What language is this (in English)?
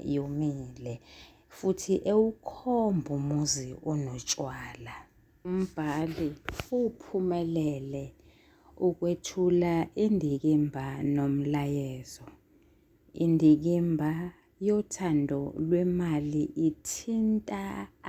Zulu